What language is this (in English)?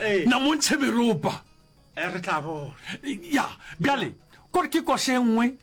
Northern Sotho